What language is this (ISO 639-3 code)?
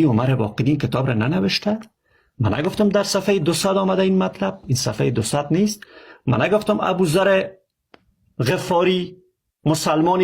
fas